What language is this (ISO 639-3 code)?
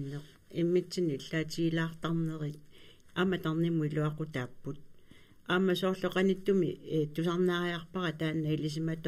kal